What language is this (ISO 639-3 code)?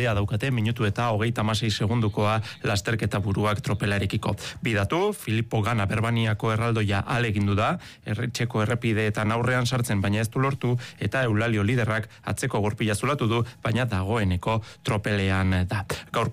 eus